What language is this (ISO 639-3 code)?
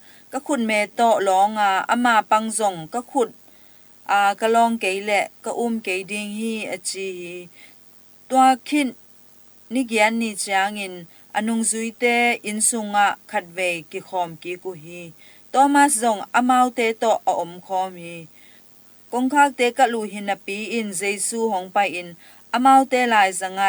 ctd